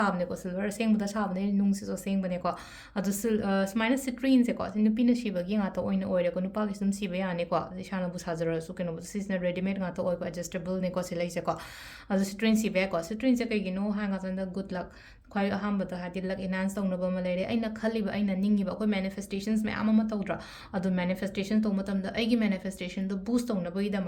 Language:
Manipuri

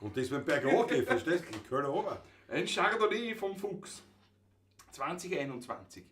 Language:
Bavarian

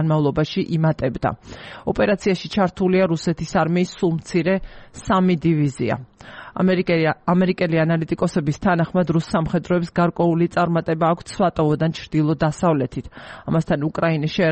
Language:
Georgian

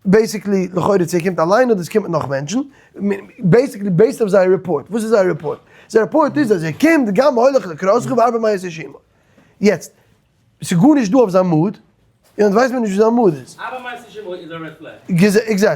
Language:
Yiddish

